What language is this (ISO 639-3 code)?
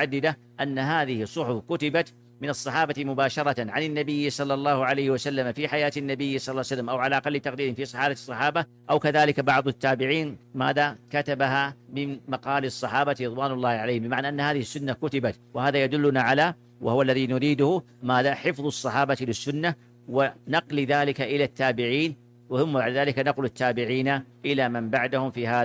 ara